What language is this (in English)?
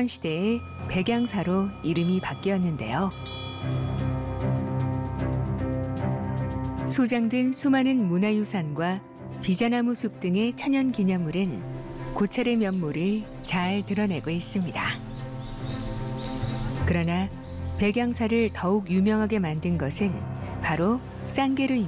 Korean